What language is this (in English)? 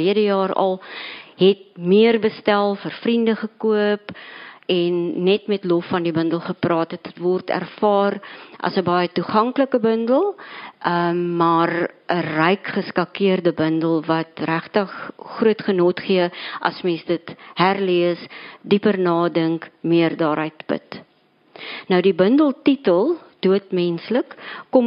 Afrikaans